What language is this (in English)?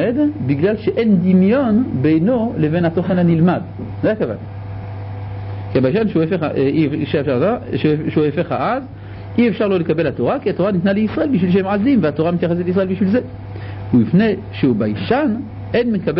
Hebrew